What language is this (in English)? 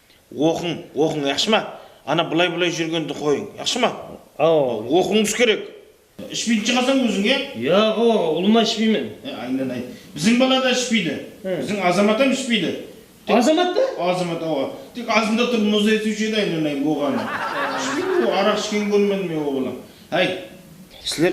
Kara-Kalpak